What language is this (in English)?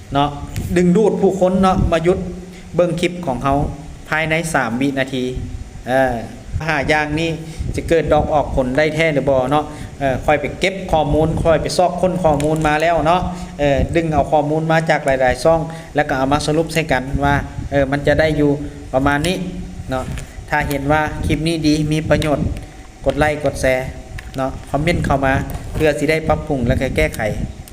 Lao